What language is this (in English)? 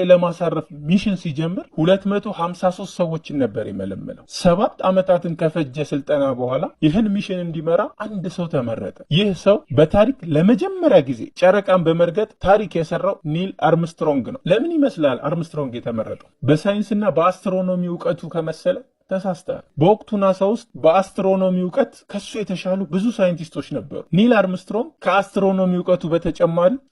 Amharic